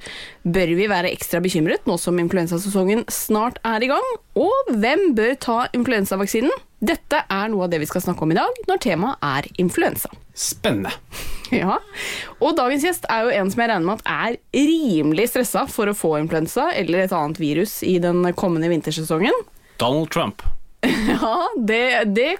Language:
Norwegian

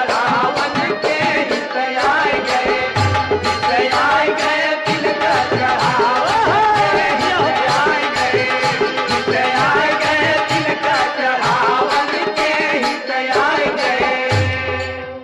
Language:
Bhojpuri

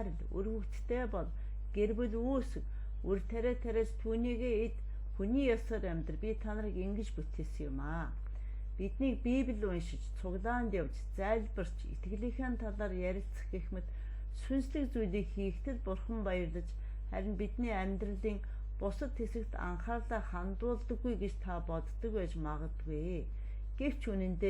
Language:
Mongolian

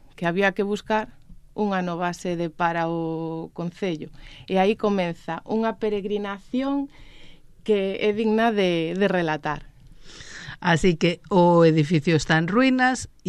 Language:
Galician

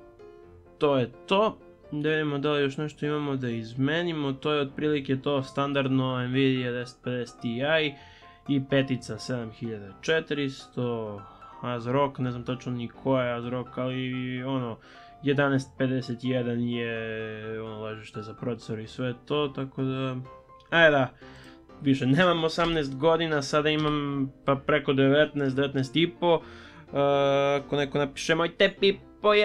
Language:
Serbian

